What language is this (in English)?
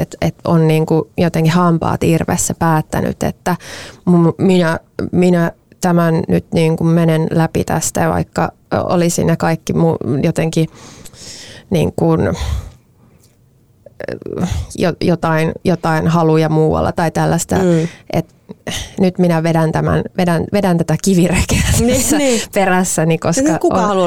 Finnish